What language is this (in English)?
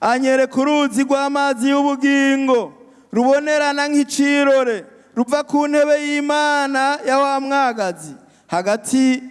Rundi